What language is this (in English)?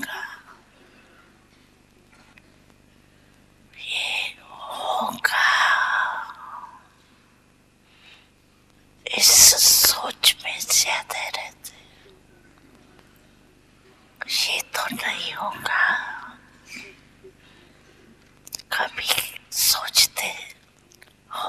Hindi